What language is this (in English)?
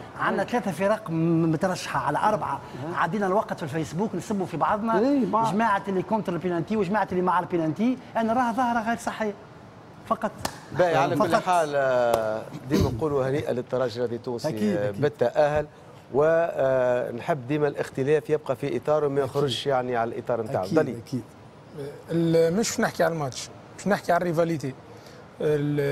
Tunisian Arabic